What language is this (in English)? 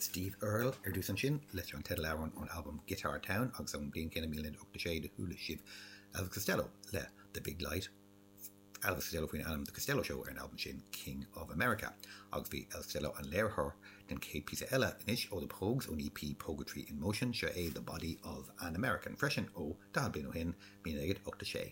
Irish